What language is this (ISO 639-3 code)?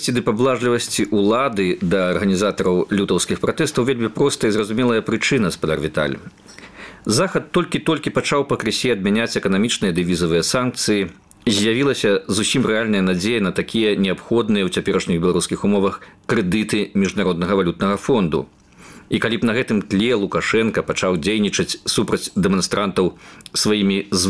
bel